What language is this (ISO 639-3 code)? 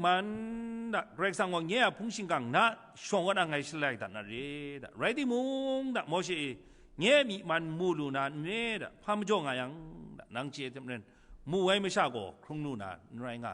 kac